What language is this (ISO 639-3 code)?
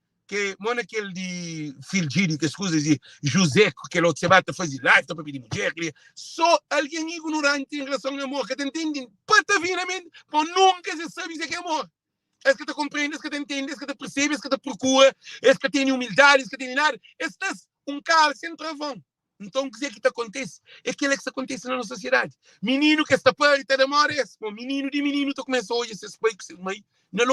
kea